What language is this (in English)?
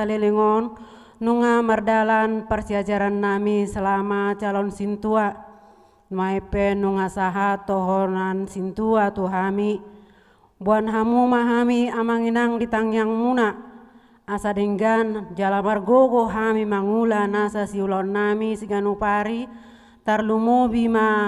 Batak Toba